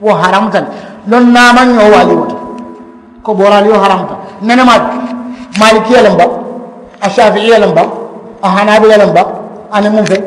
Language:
Mandingo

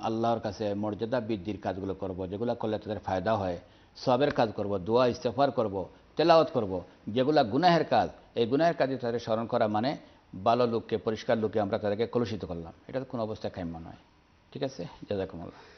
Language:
Bangla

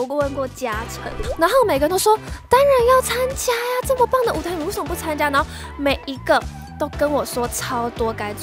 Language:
Chinese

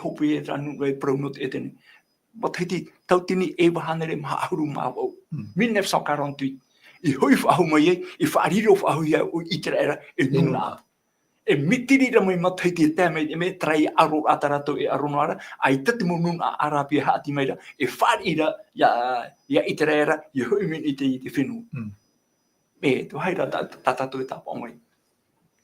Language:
Tahitian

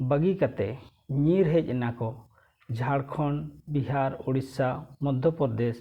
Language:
Santali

